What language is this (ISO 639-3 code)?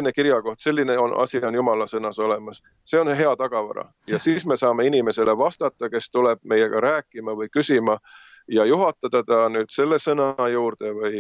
est